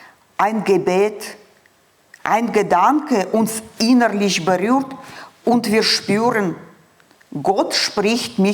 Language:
Swiss German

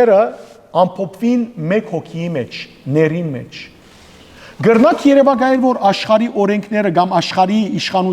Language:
Western Armenian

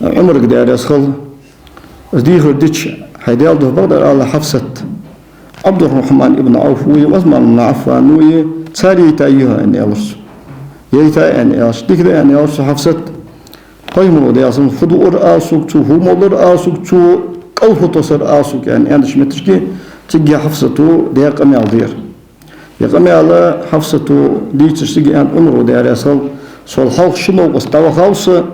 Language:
Ingush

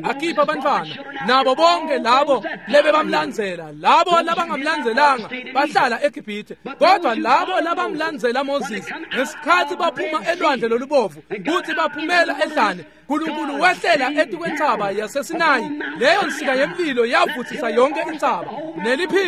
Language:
Swati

